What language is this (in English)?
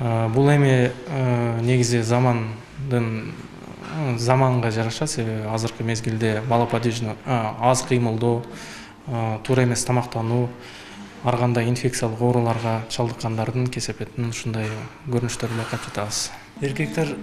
Kyrgyz